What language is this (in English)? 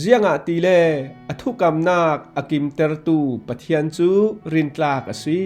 Falam Chin